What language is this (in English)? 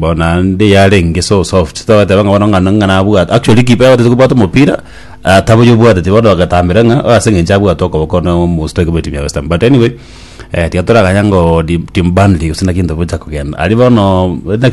Gusii